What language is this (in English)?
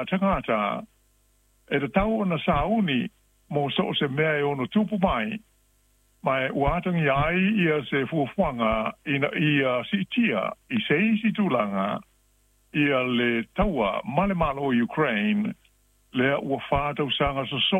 Samoan